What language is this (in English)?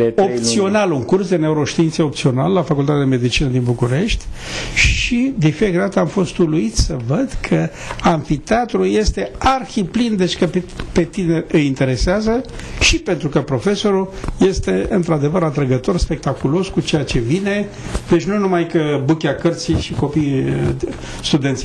Romanian